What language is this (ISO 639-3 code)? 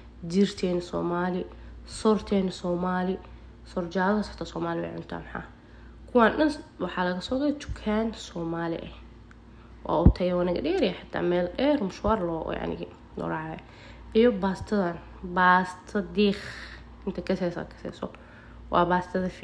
som